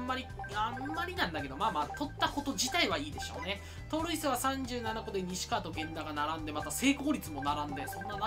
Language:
Japanese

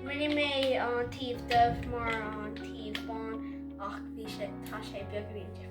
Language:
Irish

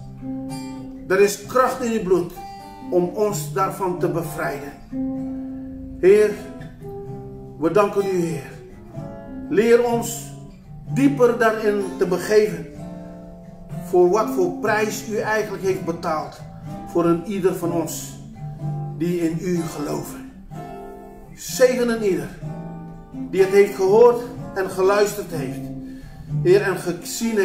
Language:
Dutch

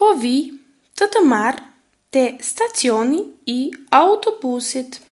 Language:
Albanian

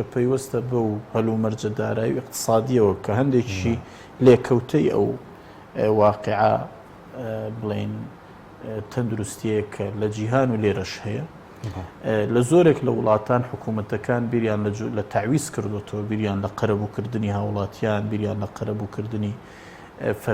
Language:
Central Kurdish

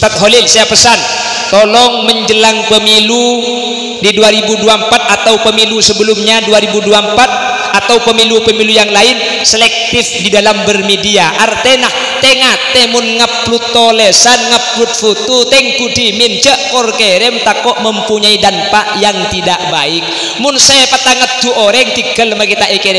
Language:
Madurese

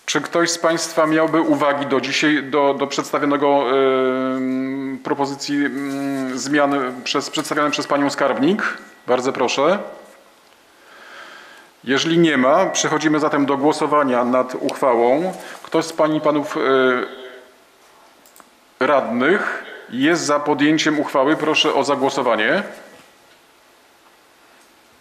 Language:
Polish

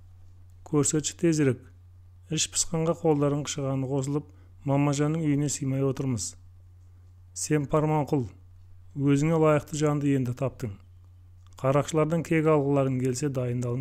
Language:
Kazakh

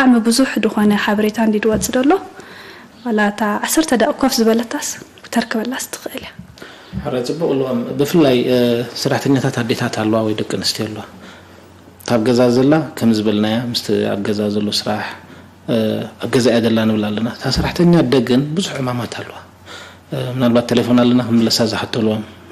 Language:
Tigrinya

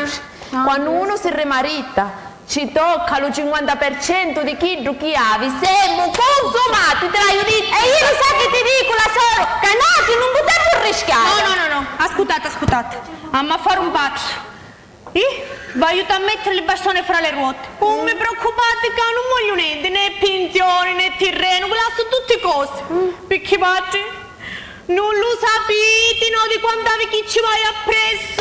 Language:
Sicilian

